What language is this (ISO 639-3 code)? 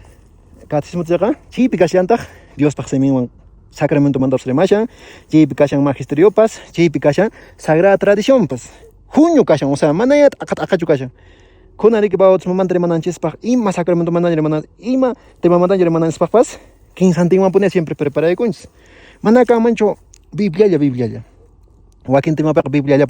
que